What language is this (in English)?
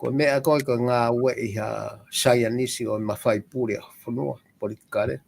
Tongan